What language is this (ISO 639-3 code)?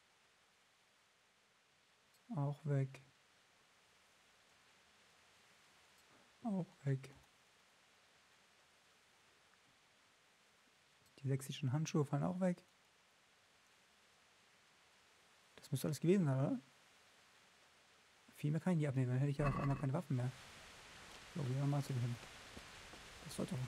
deu